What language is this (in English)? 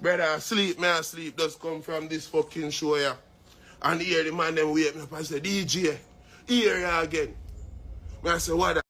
Jamaican Creole English